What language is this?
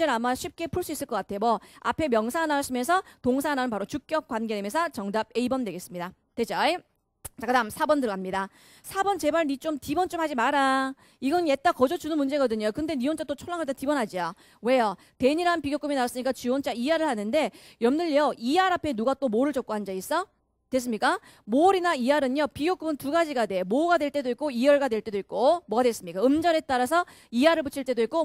Korean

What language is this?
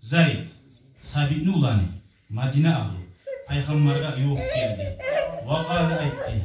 Kumyk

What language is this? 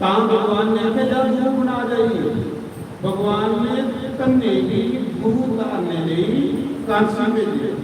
Dogri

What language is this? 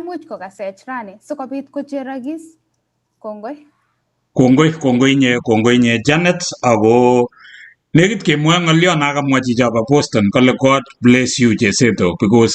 Kalenjin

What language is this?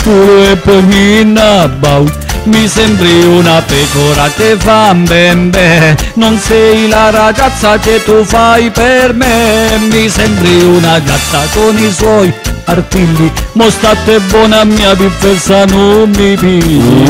Italian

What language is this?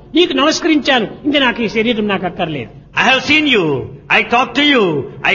Telugu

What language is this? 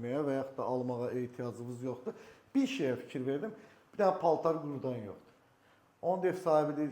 Azerbaijani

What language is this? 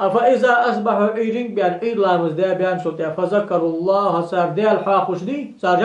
Ingush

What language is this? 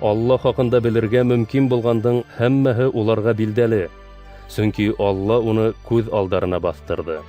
Bashkir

